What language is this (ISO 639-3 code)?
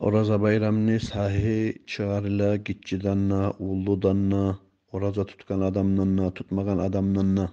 kum